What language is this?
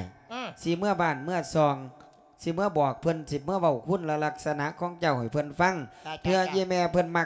Lao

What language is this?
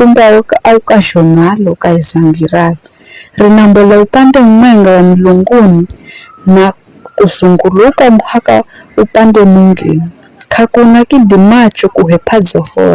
Giryama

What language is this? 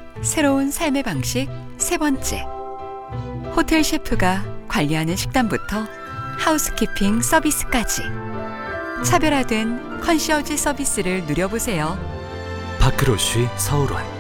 Korean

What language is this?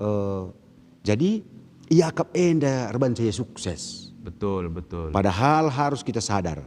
Batak Karo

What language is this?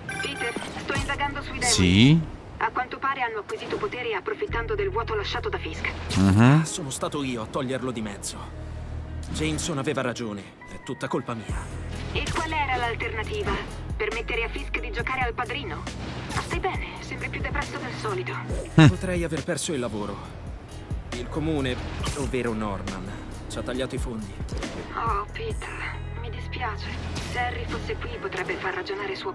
Italian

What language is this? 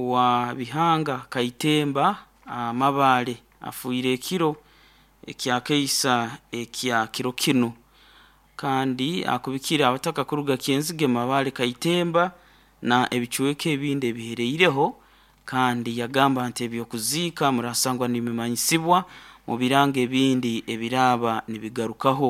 Nyoro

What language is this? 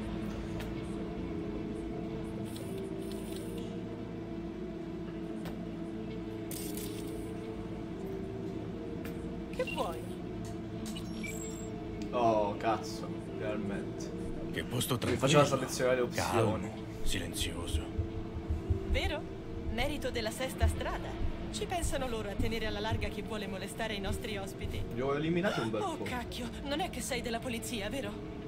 Italian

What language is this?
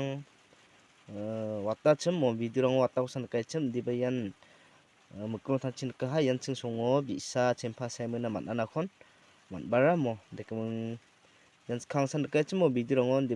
Garo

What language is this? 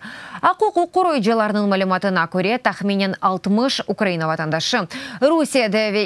Crimean Tatar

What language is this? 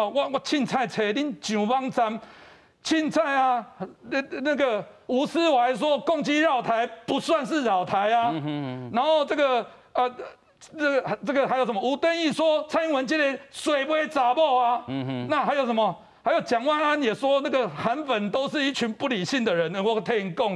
Min Nan Chinese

